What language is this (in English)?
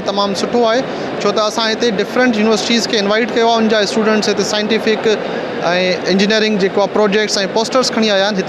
Sindhi